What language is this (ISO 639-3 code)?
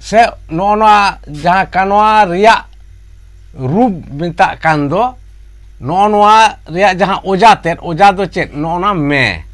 sat